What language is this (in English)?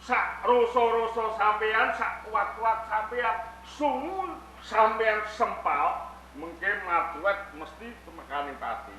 Javanese